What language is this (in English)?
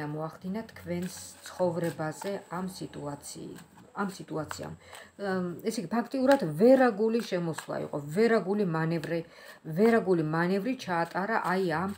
Georgian